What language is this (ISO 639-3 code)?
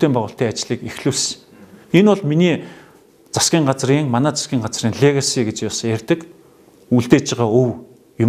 mon